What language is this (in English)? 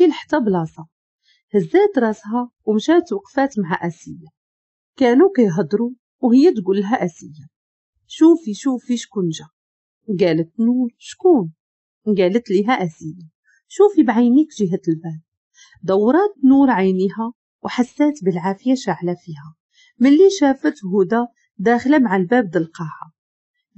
Moroccan Arabic